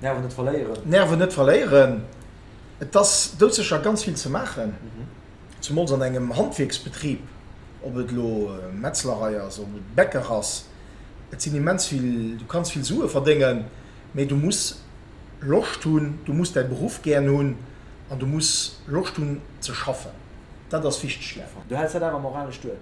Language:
Luxembourgish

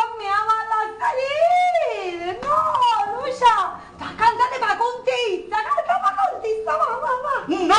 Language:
Sicilian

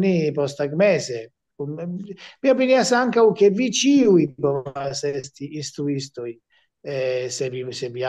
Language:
Esperanto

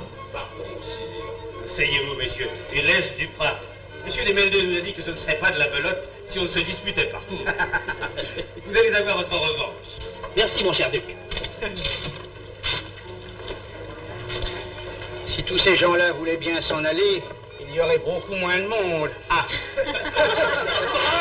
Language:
French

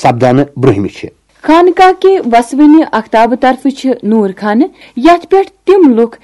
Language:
Kashmiri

